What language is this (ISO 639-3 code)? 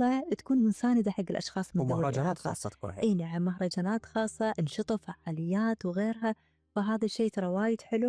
afb